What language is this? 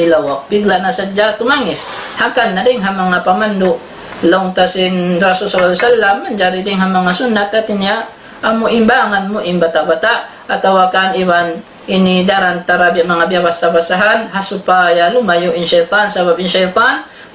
Tausug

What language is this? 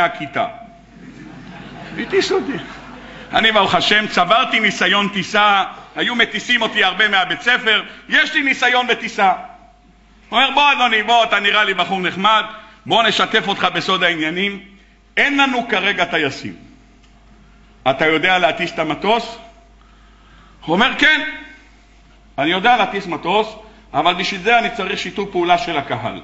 Hebrew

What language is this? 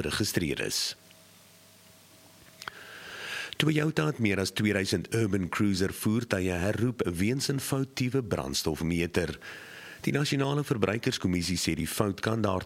Afrikaans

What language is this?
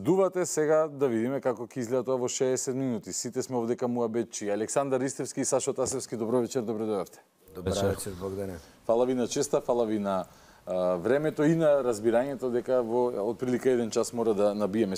Macedonian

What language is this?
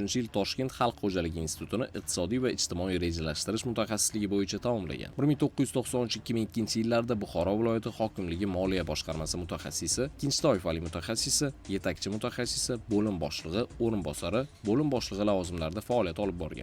Uzbek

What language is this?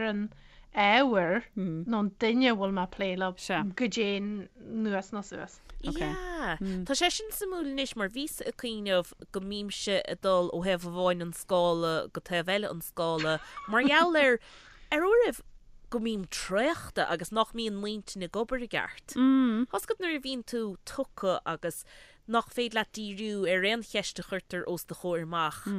Irish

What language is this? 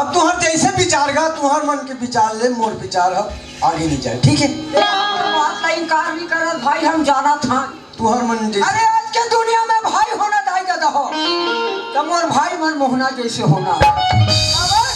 Chhattisgarhi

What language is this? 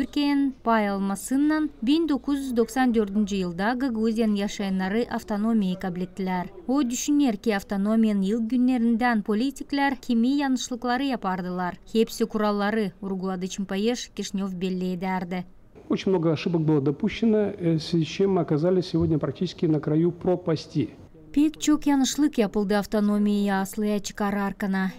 Gagauz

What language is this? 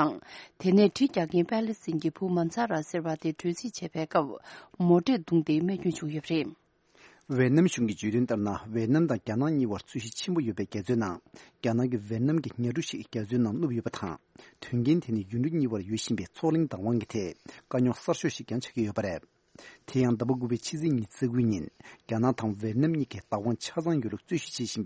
Tibetan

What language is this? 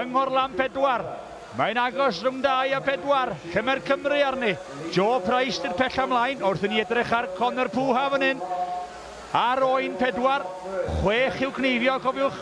Welsh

